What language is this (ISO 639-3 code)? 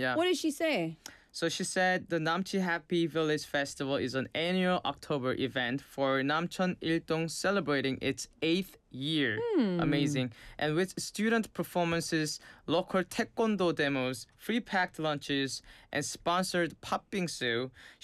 eng